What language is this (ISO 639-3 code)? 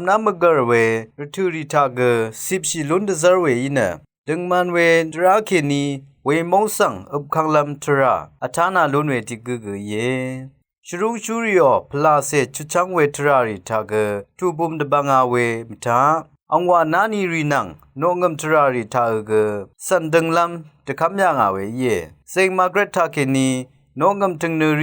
raw